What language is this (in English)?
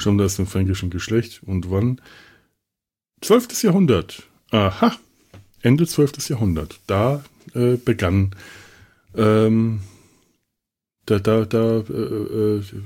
German